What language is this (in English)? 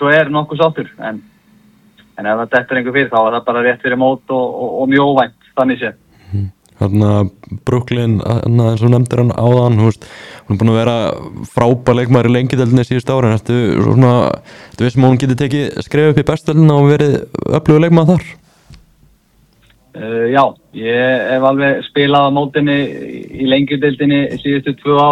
Icelandic